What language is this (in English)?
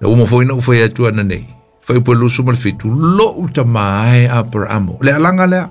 Samoan